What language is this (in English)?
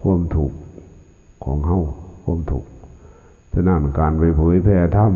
Lao